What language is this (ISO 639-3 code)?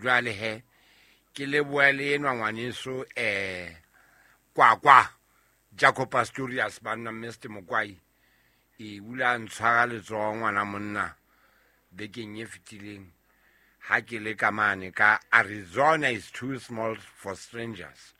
sot